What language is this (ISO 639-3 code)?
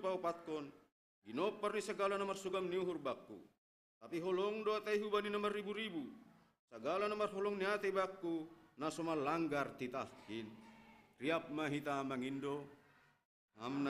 bts